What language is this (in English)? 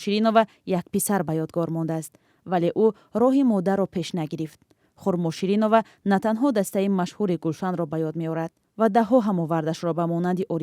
Tajik